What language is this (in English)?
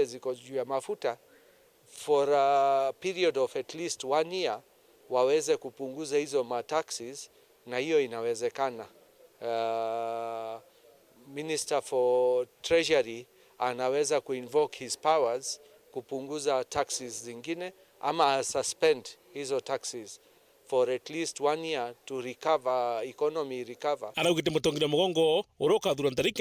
Meru